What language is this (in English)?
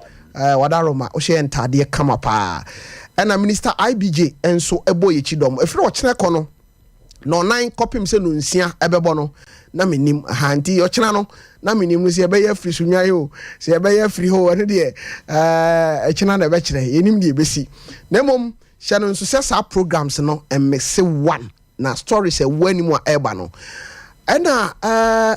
Akan